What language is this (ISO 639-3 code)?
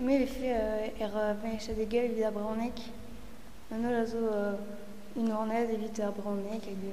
bre